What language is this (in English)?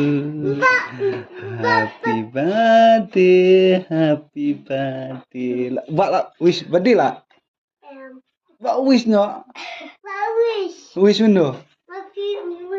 Khasi